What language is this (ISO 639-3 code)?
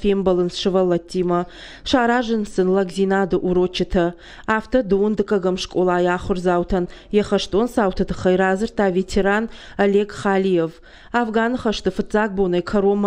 oss